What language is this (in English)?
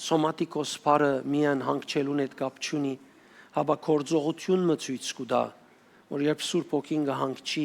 Western Armenian